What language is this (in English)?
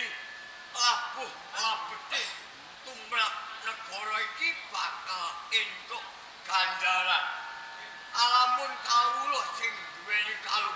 Javanese